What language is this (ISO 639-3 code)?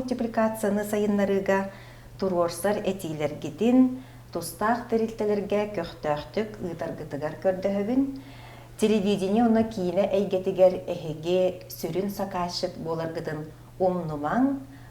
sah